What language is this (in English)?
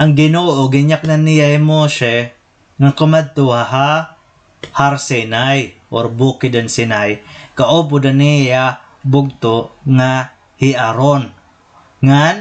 Waray